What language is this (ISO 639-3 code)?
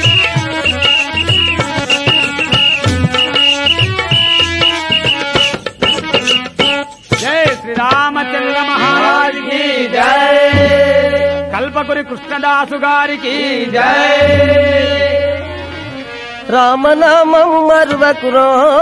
tel